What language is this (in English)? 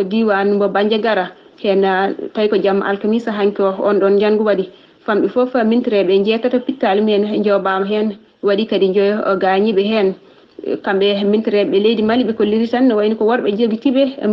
Fula